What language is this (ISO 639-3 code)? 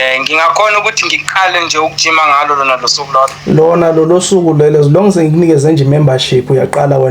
zul